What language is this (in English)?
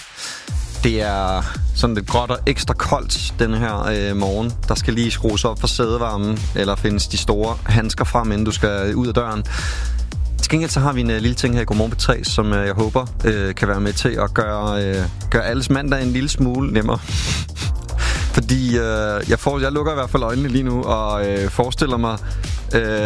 Danish